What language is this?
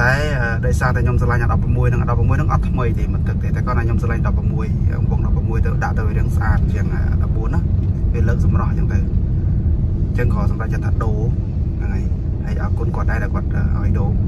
Khmer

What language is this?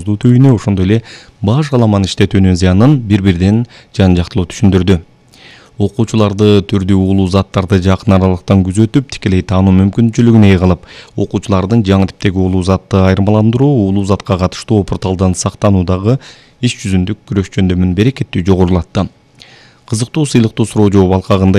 Kyrgyz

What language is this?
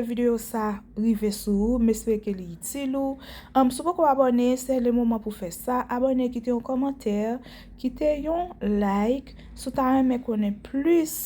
Haitian Creole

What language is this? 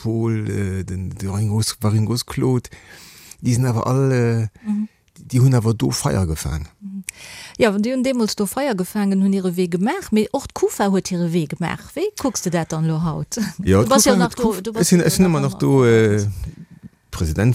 Luxembourgish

